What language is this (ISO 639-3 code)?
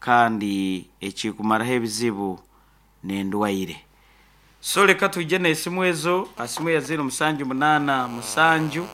nyn